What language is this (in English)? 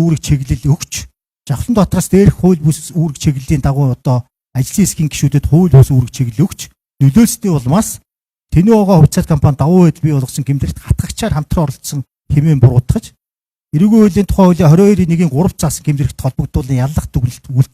Mongolian